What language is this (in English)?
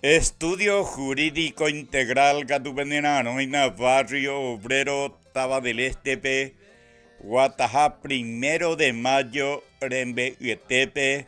Guarani